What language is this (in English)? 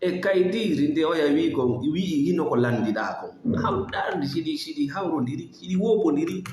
Fula